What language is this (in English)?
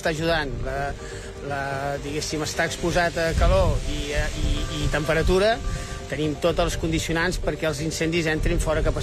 Catalan